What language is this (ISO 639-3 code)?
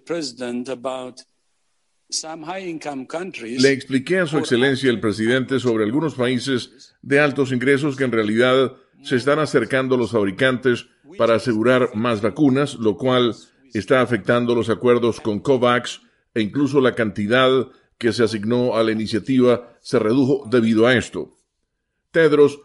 spa